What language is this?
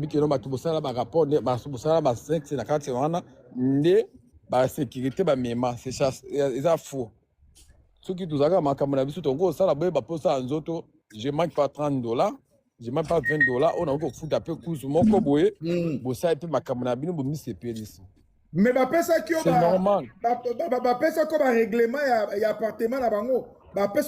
Lingala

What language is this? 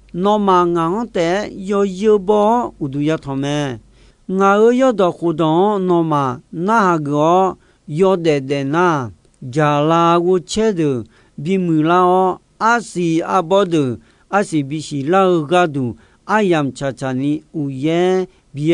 Akha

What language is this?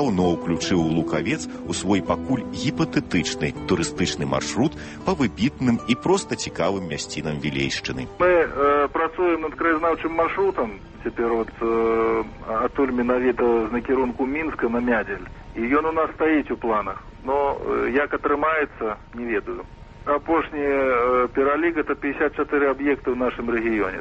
Belarusian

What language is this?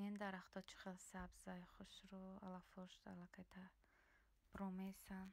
Tajik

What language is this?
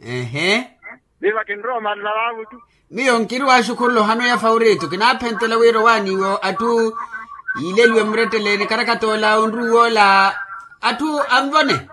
Makhuwa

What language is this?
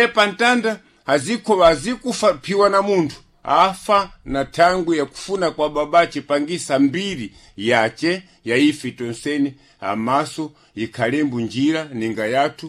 Sena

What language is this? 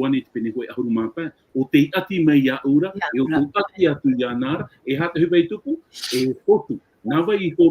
Tahitian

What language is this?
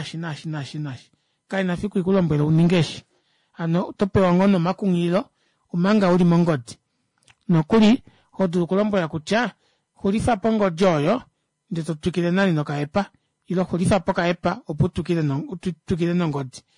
Kuanyama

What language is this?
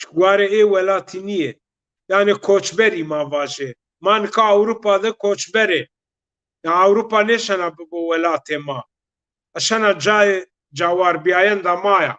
Zaza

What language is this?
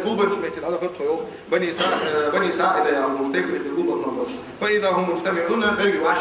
Ingush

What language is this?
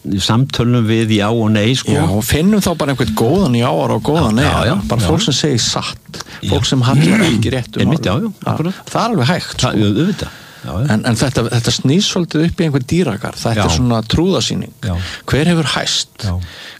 Icelandic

